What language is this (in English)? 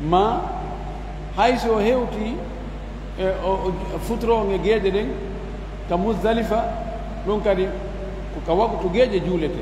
Fula